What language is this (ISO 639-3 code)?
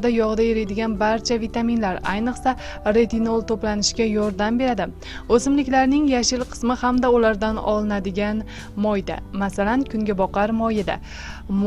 uzb